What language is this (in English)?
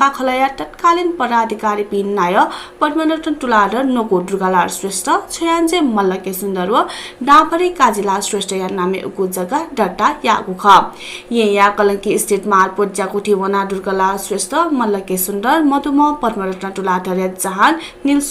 Newari